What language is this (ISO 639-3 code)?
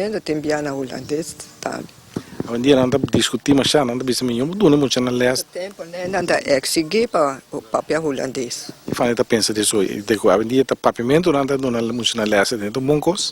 pap